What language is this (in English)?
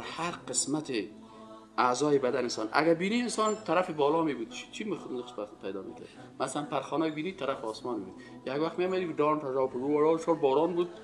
Persian